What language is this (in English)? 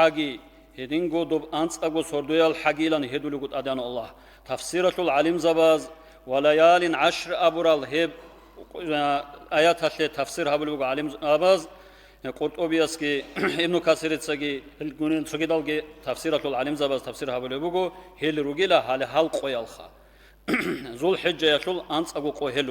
Avaric